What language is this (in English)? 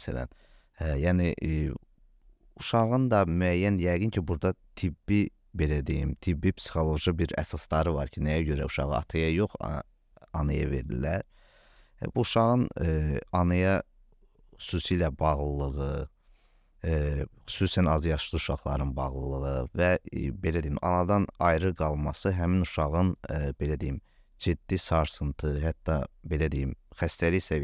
Azerbaijani